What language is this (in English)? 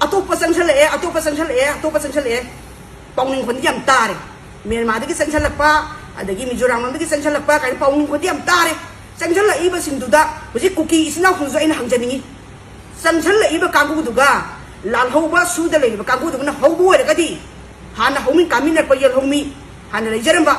Manipuri